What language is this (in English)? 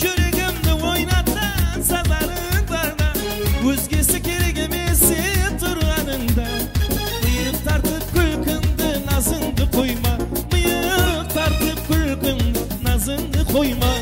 Kara-Kalpak